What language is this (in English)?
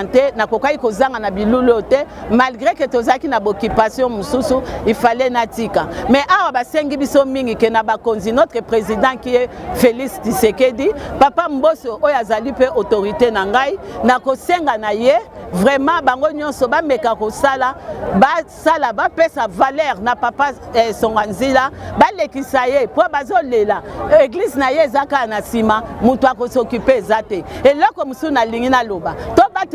Lingala